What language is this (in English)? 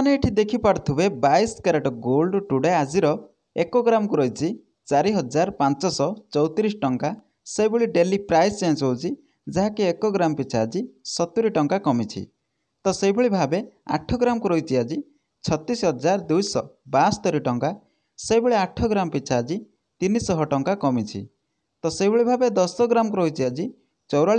Odia